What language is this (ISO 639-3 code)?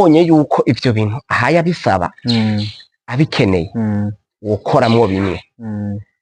run